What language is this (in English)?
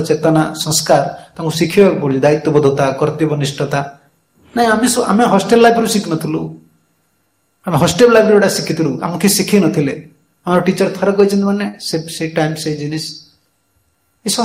Odia